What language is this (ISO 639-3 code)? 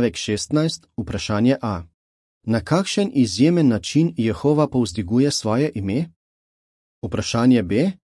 slv